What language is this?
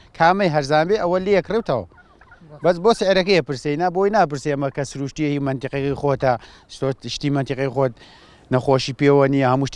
Central Kurdish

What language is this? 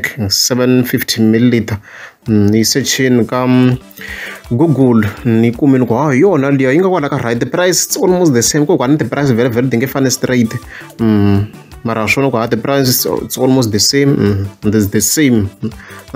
Tsonga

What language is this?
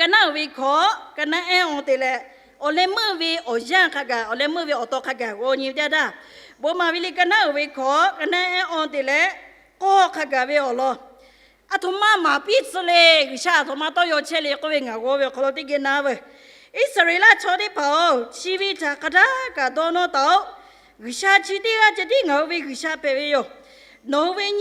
Lahu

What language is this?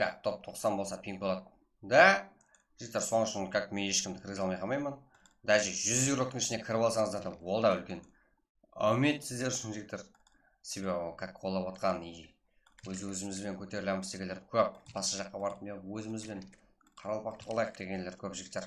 Kara-Kalpak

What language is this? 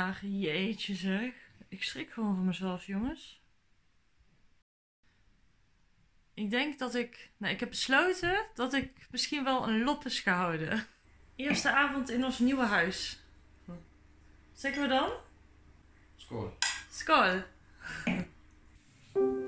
Dutch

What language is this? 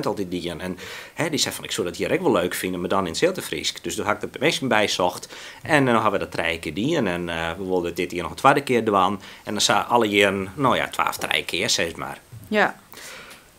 Western Frisian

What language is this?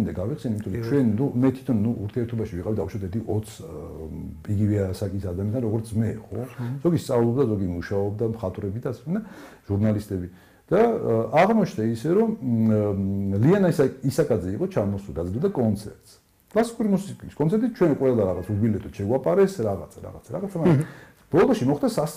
Georgian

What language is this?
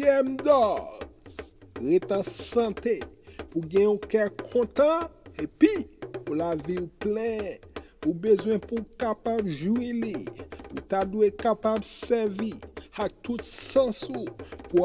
Haitian Creole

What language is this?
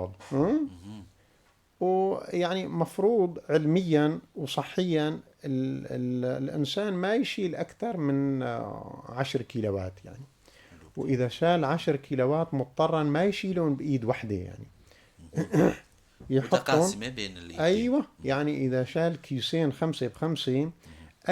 North Levantine Arabic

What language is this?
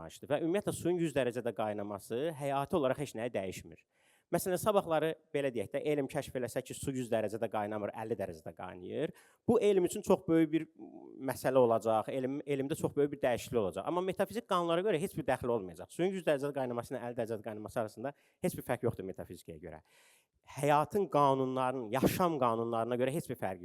Azerbaijani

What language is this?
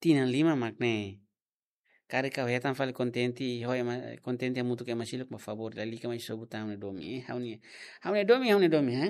Tetum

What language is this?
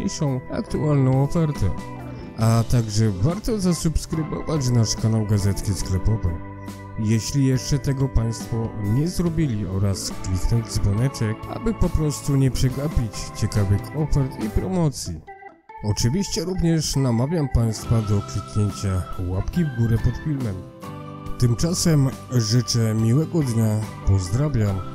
Polish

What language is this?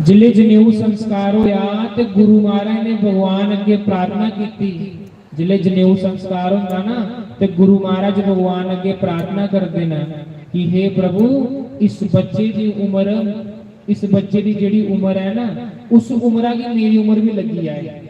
Dogri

